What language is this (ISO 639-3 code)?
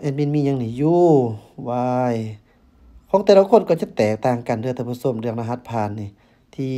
lao